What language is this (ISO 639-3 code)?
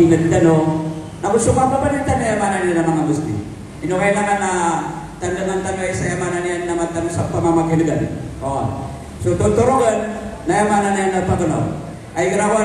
mrw